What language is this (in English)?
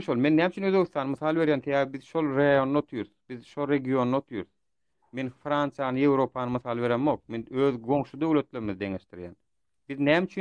Turkmen